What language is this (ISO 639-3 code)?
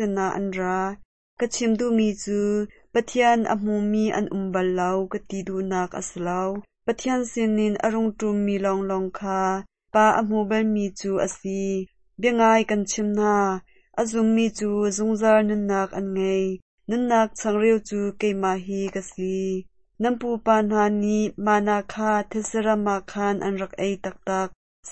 cnh